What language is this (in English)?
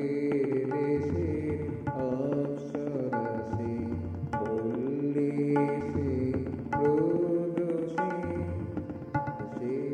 Bangla